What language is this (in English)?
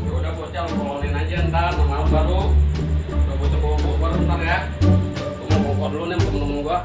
Betawi